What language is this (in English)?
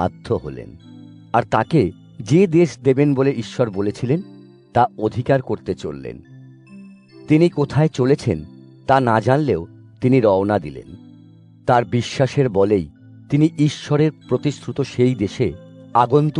Bangla